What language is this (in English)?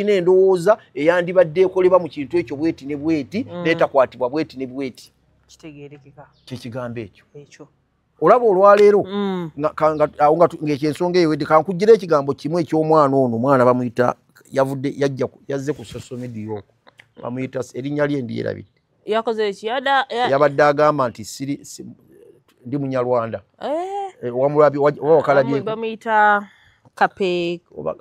Ganda